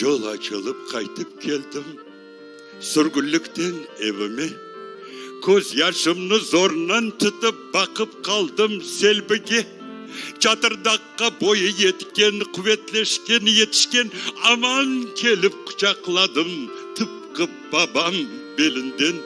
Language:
Crimean Tatar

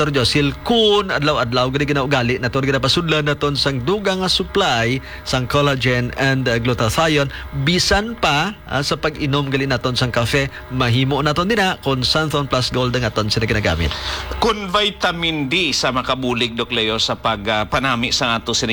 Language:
Hiligaynon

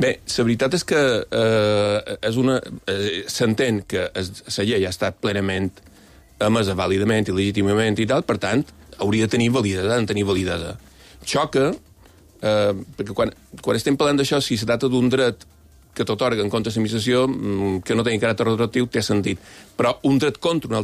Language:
Catalan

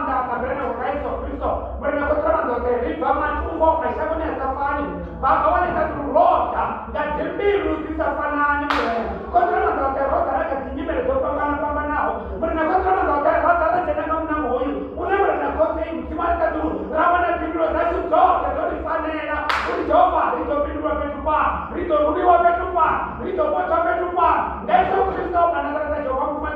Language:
Venda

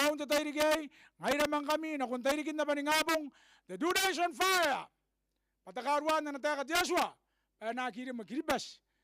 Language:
Gilbertese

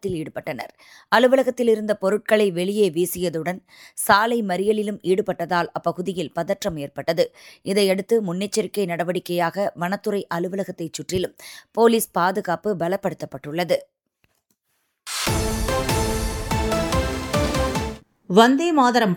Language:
Tamil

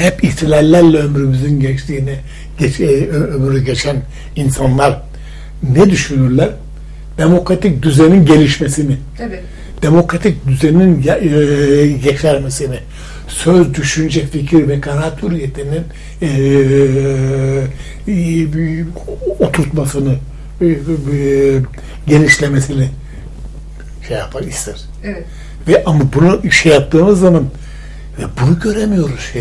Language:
Turkish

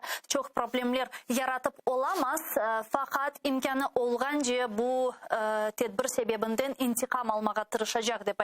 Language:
Crimean Tatar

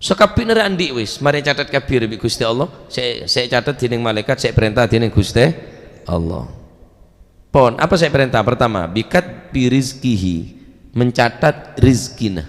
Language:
Madurese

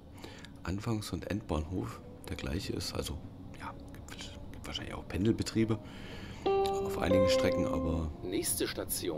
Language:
German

